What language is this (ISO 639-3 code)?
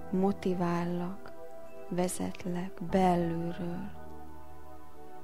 hun